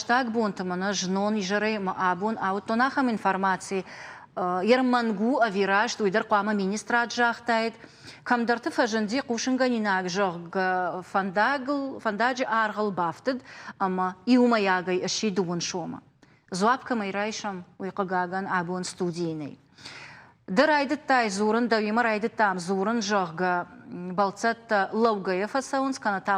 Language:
Ossetic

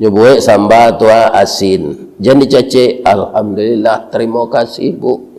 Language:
Minangkabau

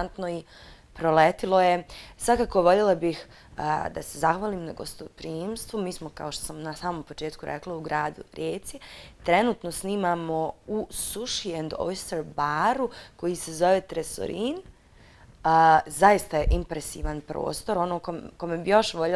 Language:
Bosnian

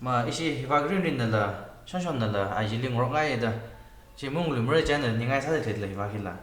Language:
Tangkhul Naga (India)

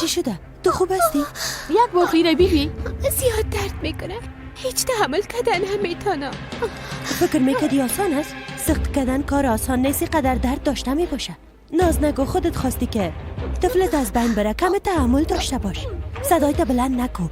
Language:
Persian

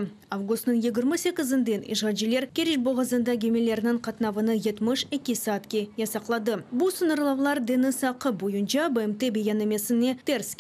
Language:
Crimean Tatar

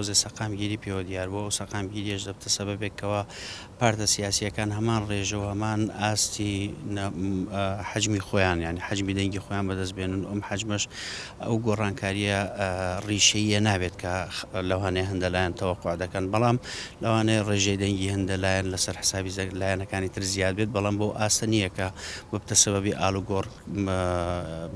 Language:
Central Kurdish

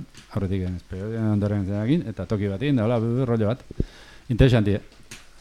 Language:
Basque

